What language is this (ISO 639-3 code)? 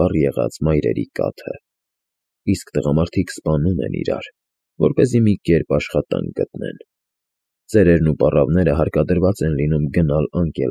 hye